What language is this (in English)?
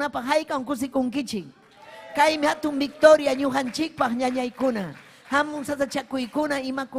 Ayacucho Quechua